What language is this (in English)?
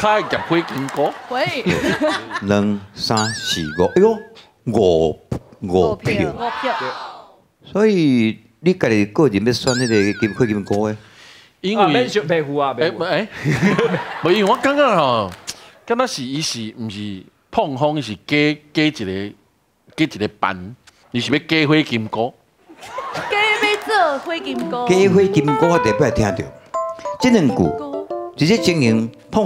Min Nan Chinese